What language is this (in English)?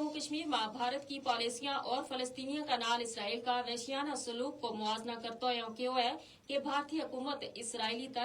Gujari